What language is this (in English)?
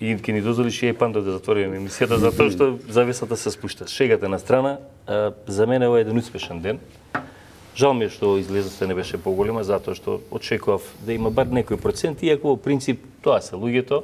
Macedonian